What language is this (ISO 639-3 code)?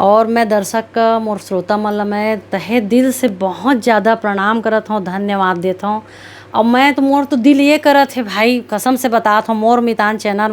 hne